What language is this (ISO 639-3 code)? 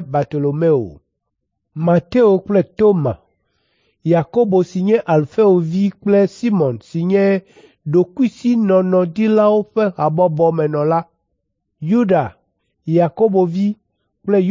ewe